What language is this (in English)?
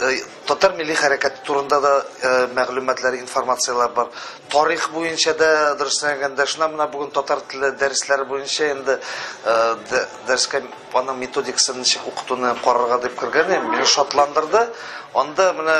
Tatar